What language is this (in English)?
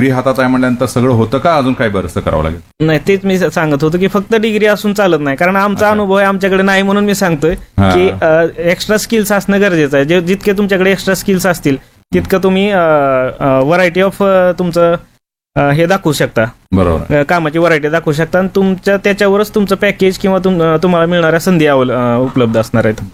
Marathi